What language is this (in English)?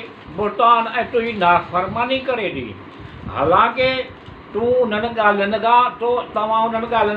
Sindhi